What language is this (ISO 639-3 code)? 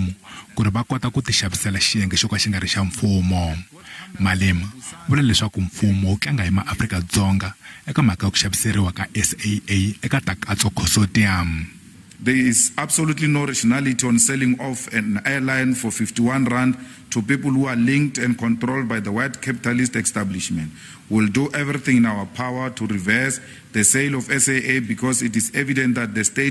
tso